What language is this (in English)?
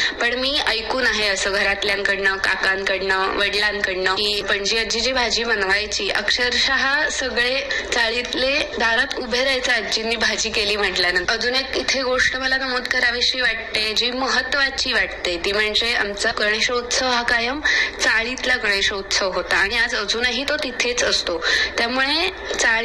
Marathi